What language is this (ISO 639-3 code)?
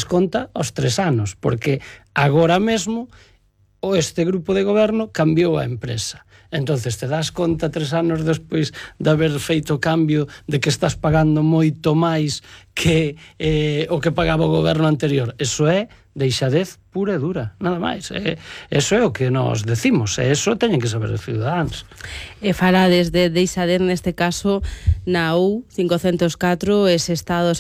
glg